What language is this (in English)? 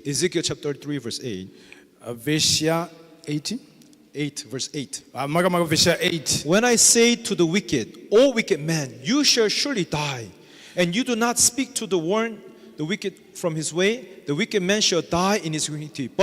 Nyanja